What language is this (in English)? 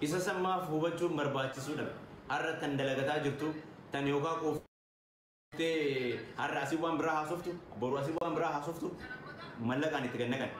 Oromo